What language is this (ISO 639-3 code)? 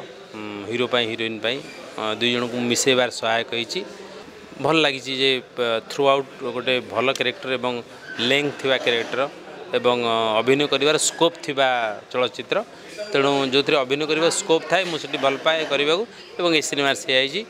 ori